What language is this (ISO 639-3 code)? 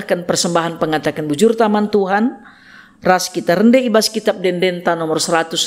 btx